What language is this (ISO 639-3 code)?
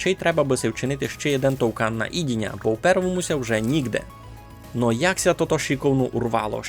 rue